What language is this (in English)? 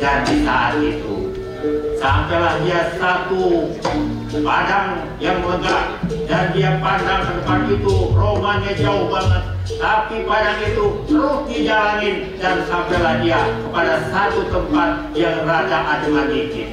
Betawi